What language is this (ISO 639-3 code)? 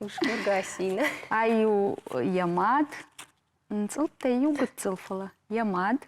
oss